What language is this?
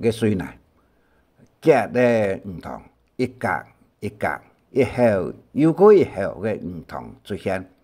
Hakka Chinese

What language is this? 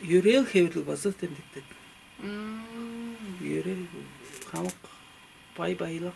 Tuvinian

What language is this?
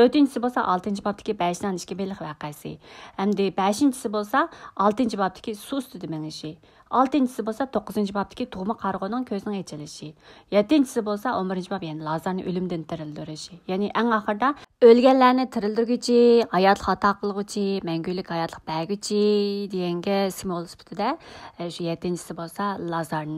Uyghur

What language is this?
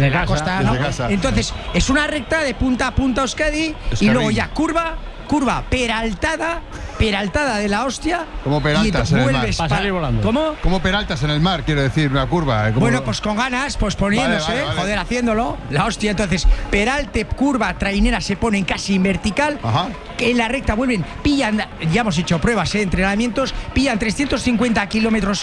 Spanish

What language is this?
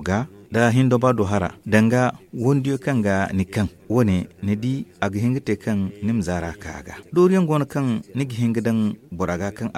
Zarma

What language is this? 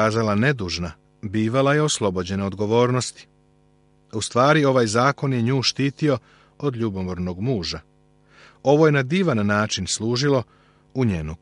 Serbian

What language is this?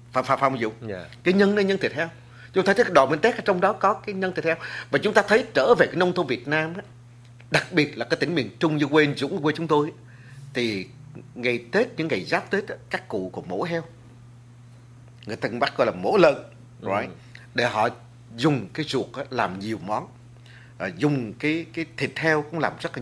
Vietnamese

